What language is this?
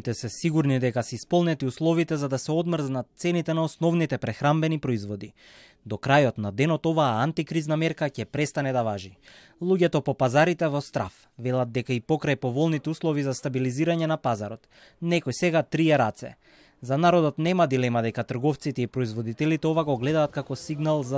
Macedonian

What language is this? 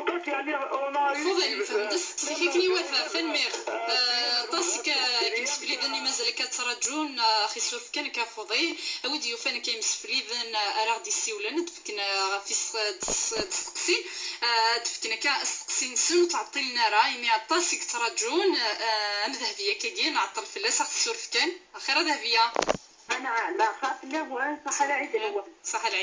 Kabyle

